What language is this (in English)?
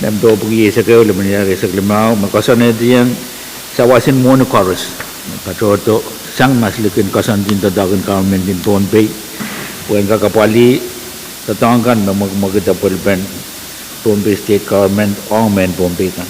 Pohnpeian